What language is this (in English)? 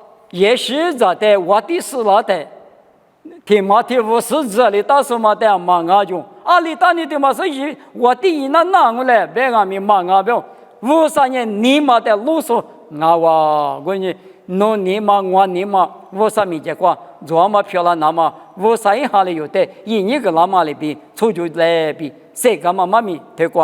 Lisu